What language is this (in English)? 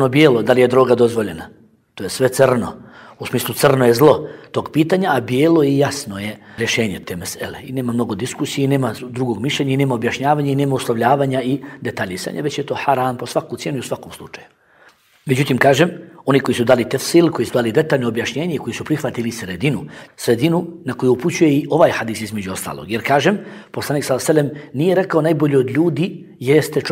Bosnian